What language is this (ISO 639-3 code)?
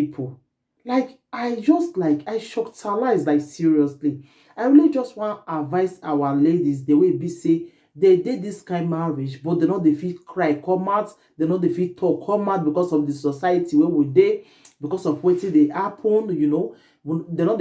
pcm